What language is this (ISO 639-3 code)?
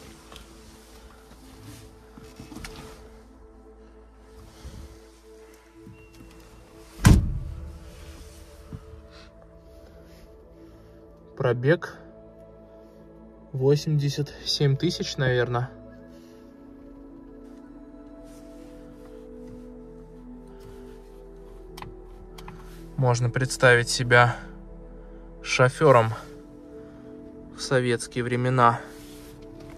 rus